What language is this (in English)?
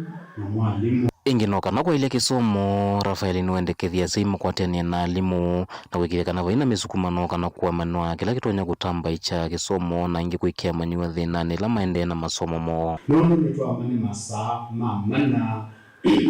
Kamba